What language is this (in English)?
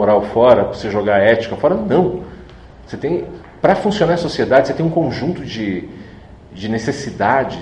Portuguese